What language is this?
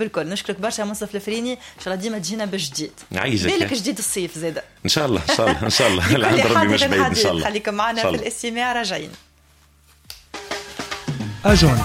Tunisian Arabic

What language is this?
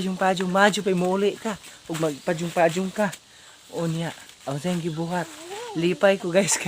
Cebuano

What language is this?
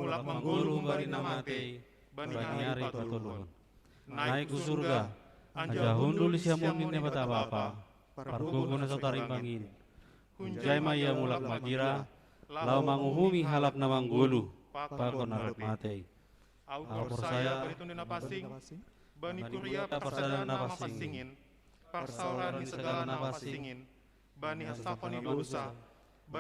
Batak Simalungun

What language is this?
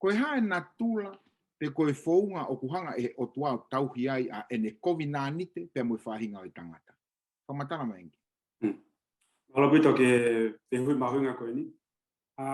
Tongan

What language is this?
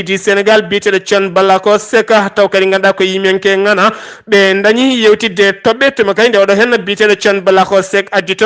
Fula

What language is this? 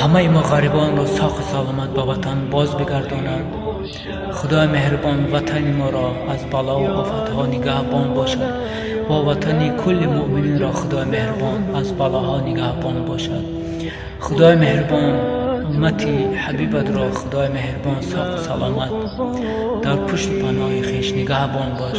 Tajik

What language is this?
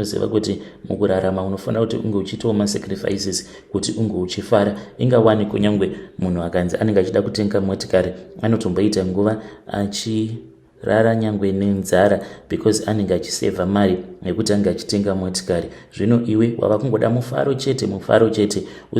Shona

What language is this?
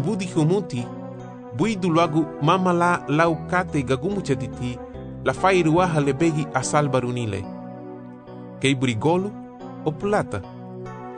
Garifuna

